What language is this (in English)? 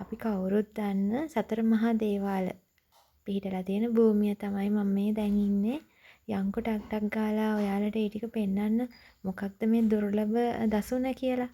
Sinhala